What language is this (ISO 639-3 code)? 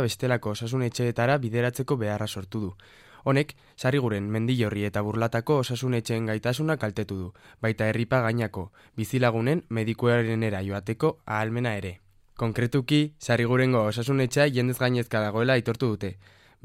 eus